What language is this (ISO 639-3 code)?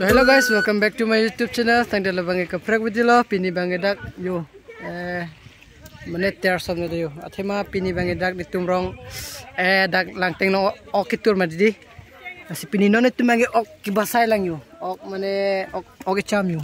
mjw